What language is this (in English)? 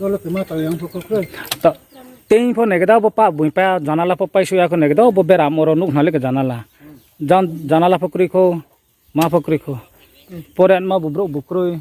Riang (India)